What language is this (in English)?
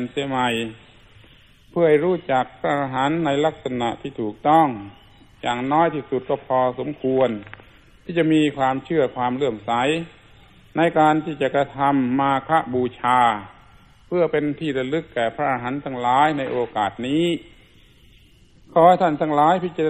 Thai